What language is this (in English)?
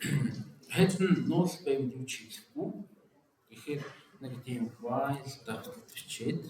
Mongolian